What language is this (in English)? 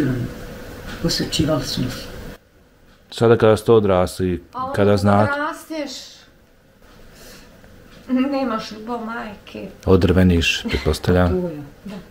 Bosnian